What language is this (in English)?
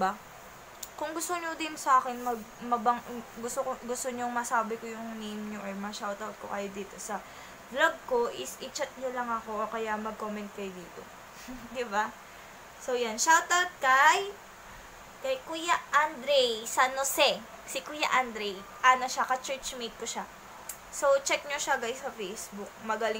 Filipino